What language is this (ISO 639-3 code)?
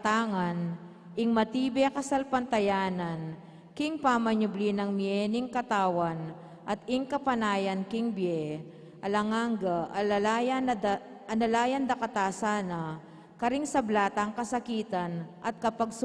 pam